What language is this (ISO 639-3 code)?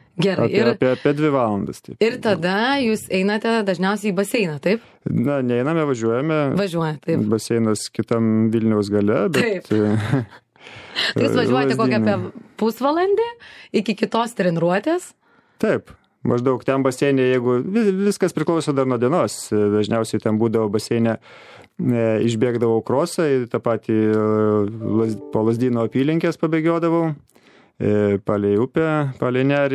lit